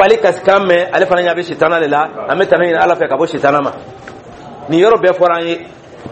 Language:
Dyula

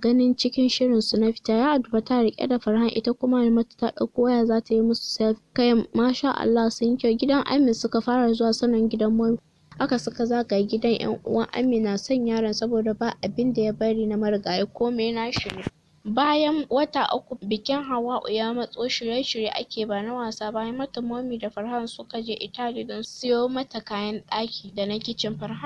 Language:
Hausa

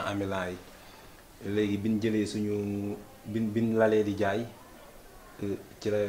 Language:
Wolof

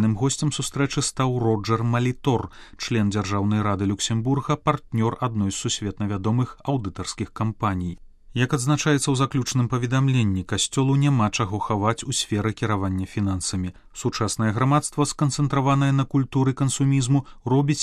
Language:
Belarusian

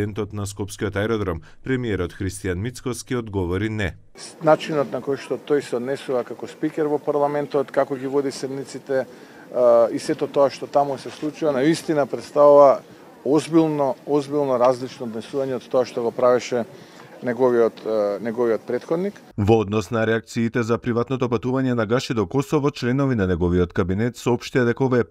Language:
Macedonian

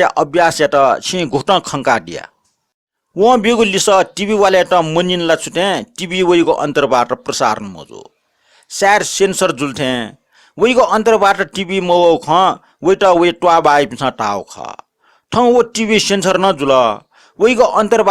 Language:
Newari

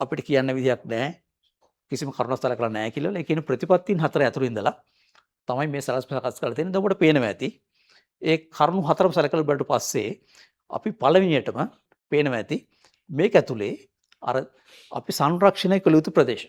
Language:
Sinhala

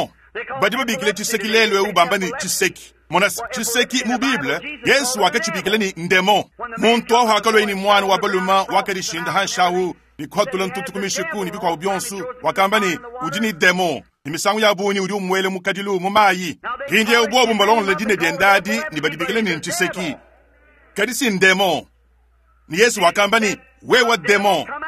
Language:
Luba-Lulua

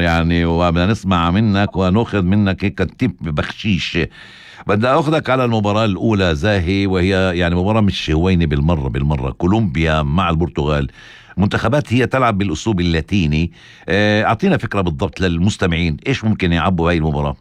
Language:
North Levantine Arabic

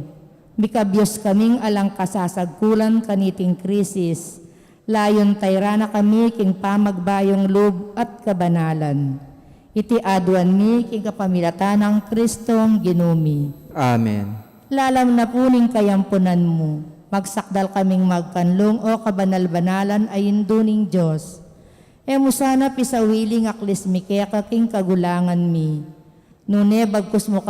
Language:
Pampanga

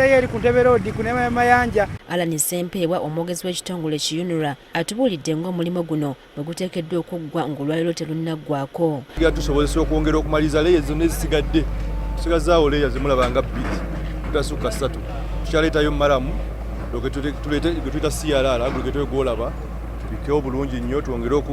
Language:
Ganda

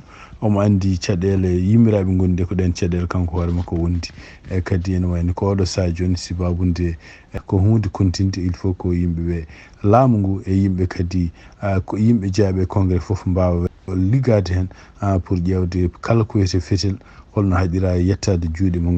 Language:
Fula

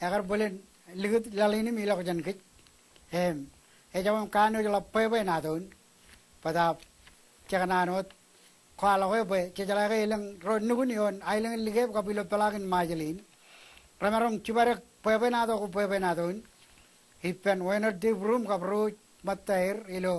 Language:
Marshallese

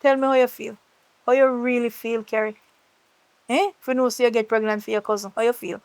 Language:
Jamaican Creole English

